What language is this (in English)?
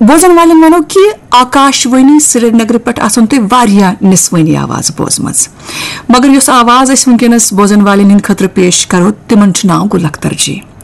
Kashmiri